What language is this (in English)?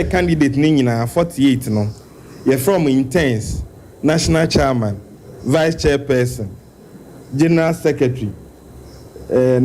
Akan